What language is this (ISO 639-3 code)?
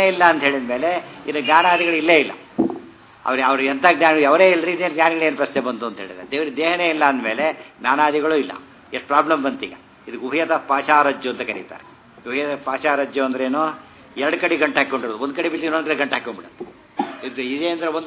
kan